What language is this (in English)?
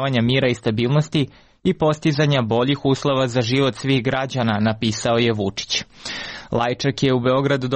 Serbian